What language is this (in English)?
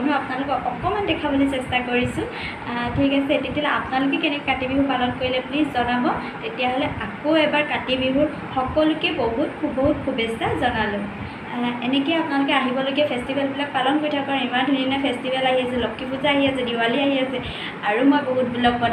Assamese